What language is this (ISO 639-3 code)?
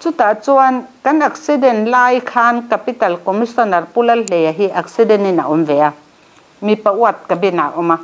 lus